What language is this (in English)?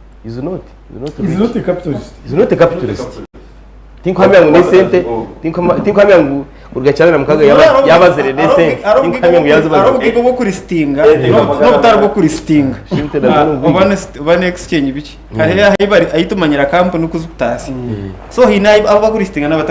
Nyankole